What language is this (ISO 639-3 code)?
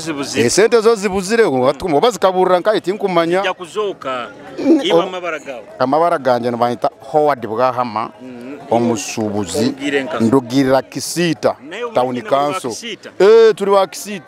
nyo